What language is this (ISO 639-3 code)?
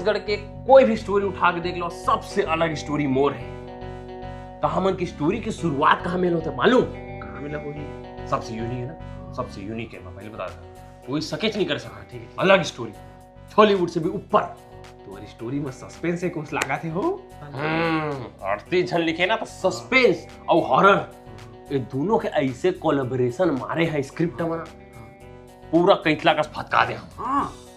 hne